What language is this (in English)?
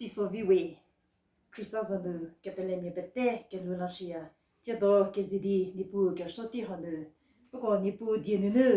Angami Naga